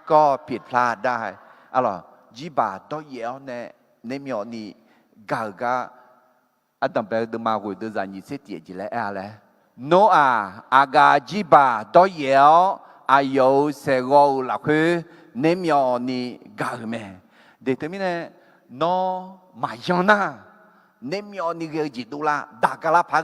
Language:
Akha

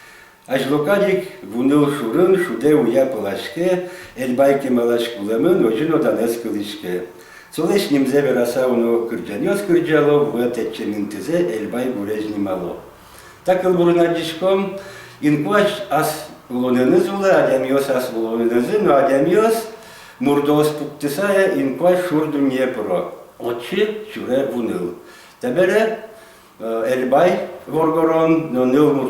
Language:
Udmurt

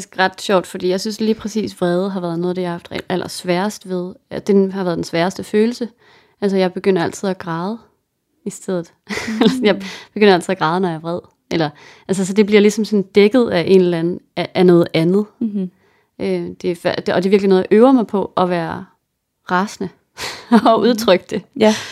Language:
Danish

